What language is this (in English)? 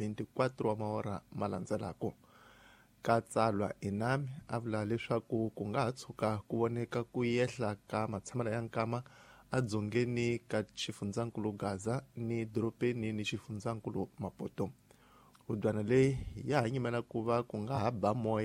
Tsonga